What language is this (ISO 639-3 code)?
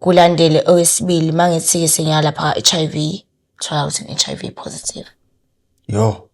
zul